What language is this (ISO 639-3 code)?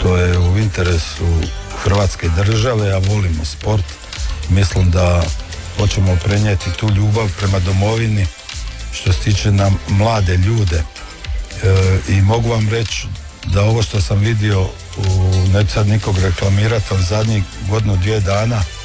hrv